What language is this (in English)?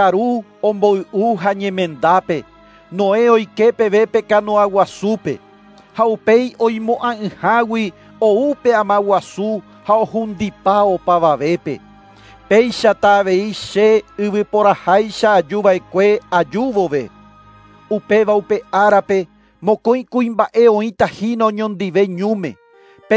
Guarani